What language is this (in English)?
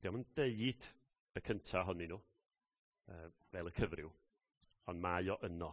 Welsh